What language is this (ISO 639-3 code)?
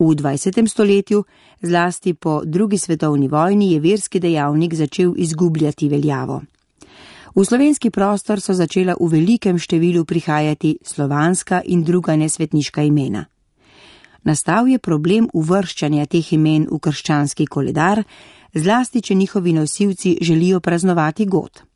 slv